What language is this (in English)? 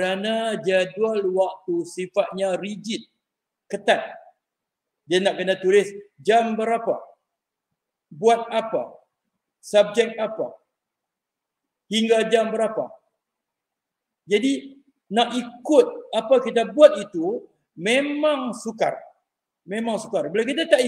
Malay